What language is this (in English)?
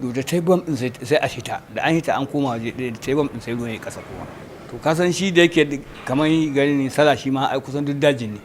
Hausa